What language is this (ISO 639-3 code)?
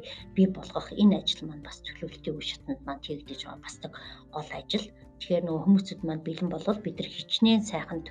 mon